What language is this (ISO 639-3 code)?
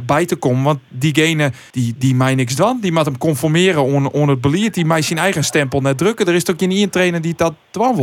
fry